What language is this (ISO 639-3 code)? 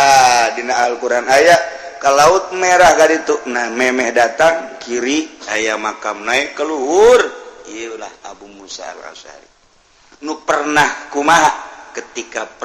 sun